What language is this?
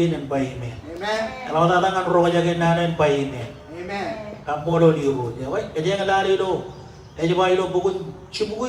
Marshallese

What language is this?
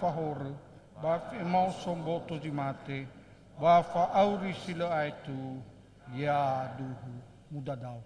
Nias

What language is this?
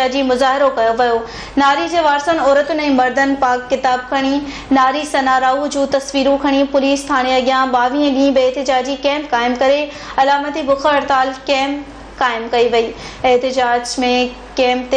Sindhi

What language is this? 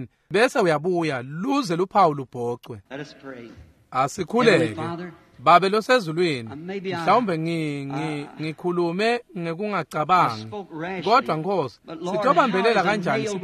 Swati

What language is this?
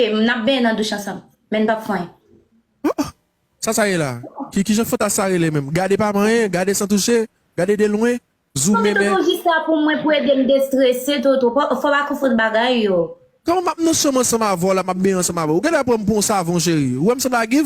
Haitian Creole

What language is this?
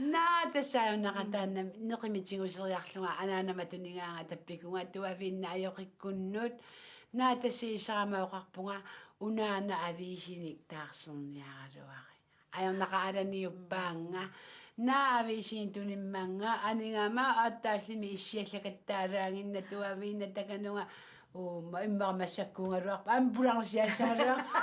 Kalaallisut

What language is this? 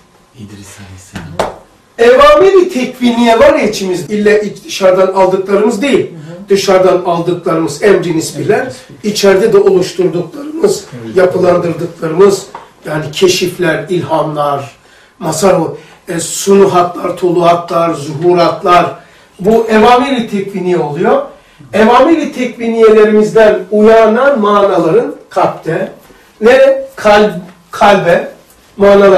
Turkish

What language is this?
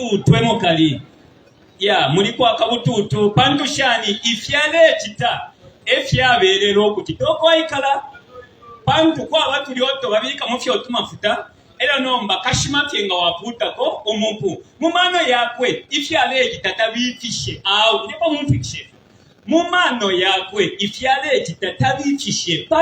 Bemba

